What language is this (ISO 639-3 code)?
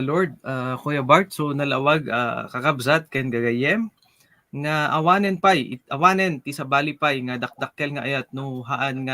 ilo